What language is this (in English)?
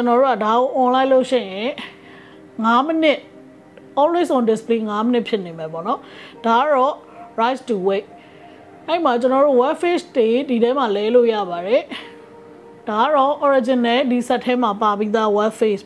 Burmese